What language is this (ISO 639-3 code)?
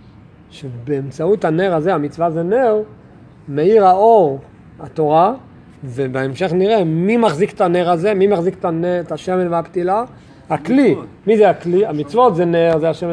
heb